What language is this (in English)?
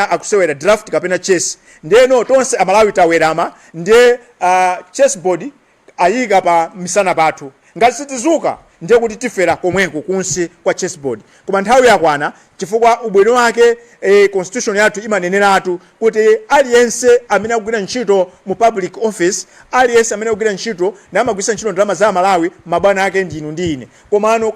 Nyanja